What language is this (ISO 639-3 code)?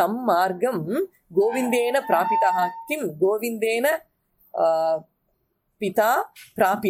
san